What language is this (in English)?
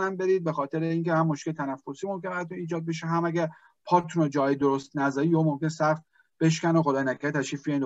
Persian